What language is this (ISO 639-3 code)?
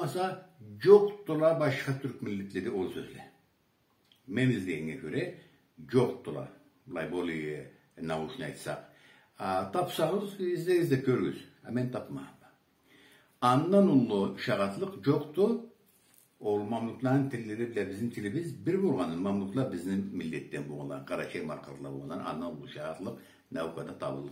krc